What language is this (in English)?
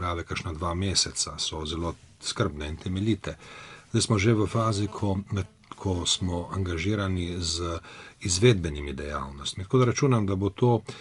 Slovenian